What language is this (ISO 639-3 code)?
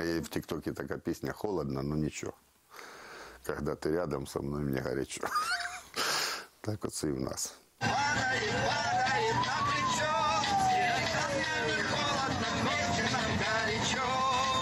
ukr